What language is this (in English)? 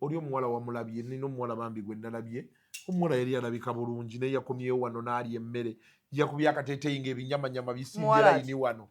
Ganda